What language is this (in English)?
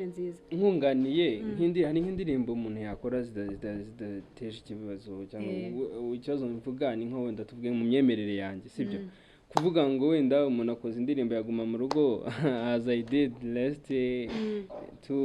Kinyarwanda